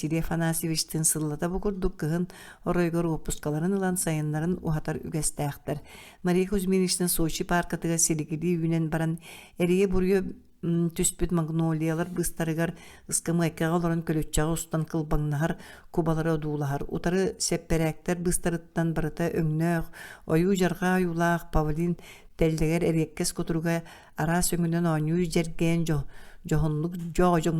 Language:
Yakut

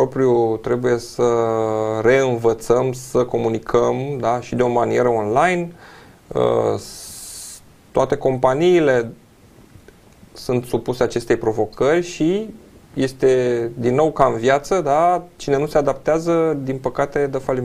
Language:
Romanian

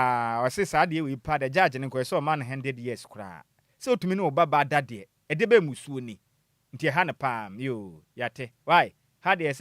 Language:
Akan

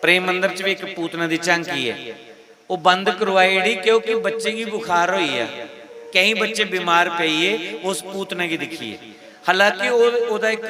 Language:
Dogri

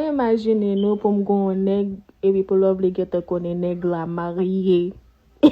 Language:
Haitian Creole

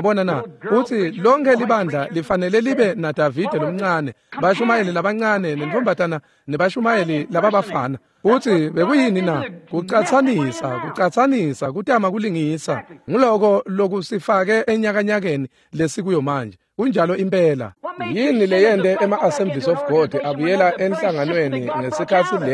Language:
Swati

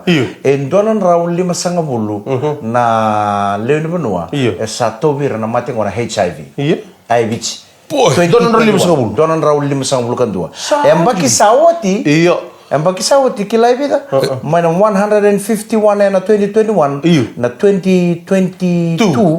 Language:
Fijian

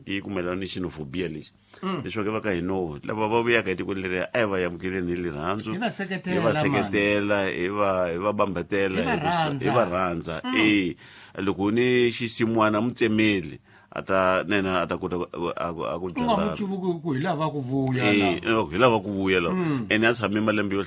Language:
Tsonga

